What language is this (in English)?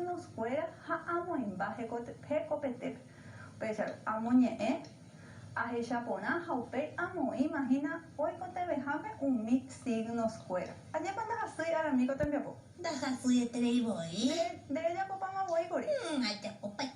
Guarani